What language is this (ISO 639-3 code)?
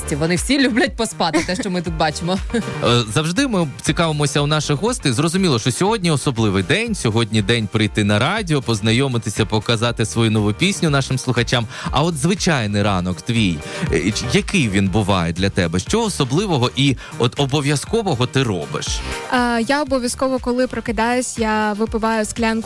ukr